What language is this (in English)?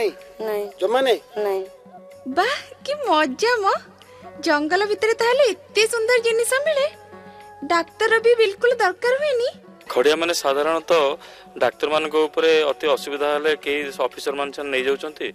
Odia